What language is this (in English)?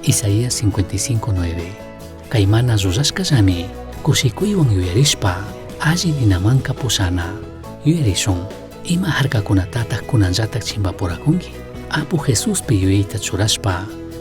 Chimborazo Highland Quichua